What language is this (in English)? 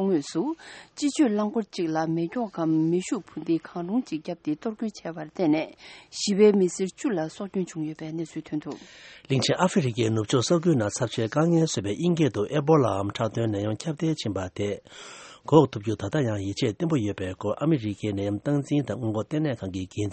Tibetan